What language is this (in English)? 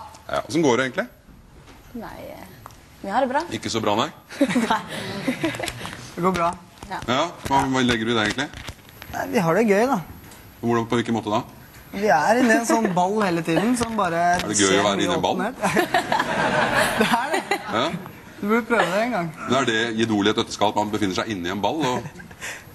Norwegian